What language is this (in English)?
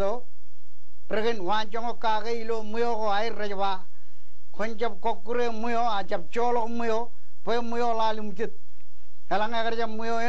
Marshallese